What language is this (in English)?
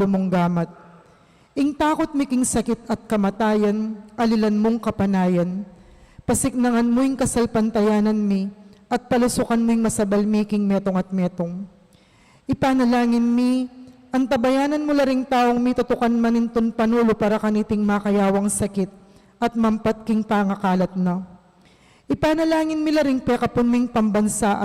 Pampanga